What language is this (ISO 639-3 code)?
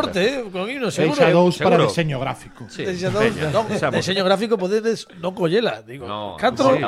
glg